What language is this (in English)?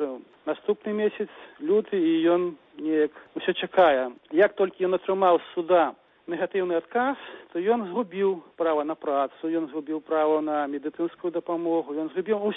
Belarusian